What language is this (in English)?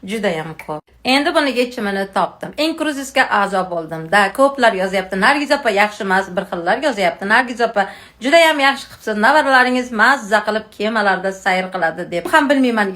Uzbek